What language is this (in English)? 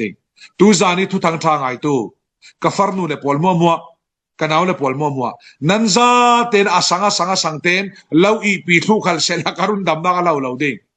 Falam Chin